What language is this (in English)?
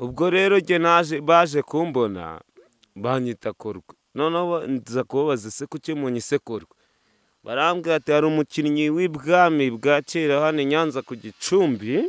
Kinyarwanda